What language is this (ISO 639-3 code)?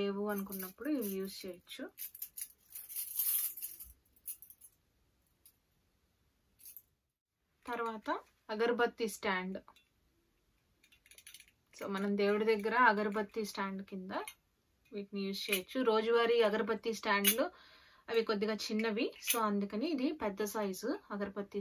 tel